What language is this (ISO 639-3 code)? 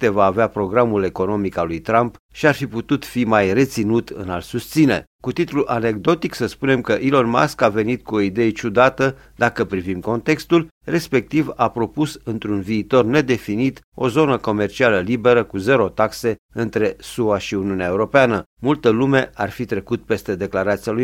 ron